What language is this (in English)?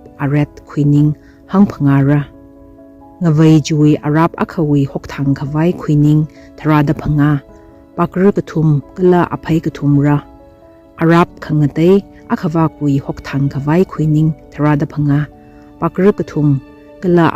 Tangkhul Naga (India)